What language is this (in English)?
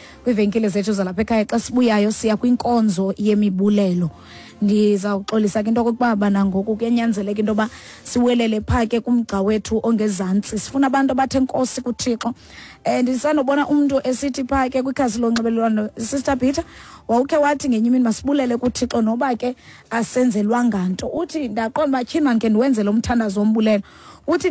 Xhosa